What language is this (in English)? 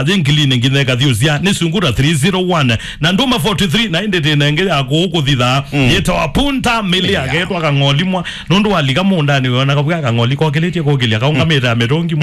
Kamba